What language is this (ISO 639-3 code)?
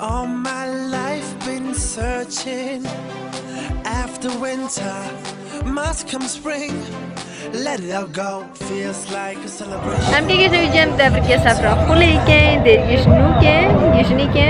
kur